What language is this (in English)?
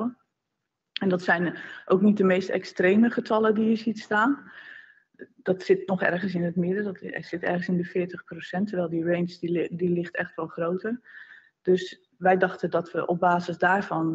Dutch